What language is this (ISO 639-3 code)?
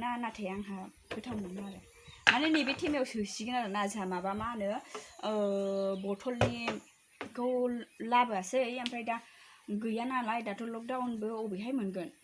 brx